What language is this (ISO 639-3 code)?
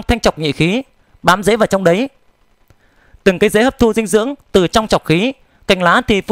vie